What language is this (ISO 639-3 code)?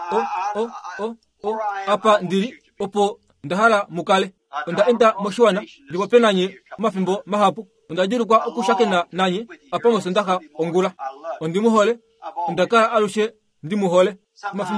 kua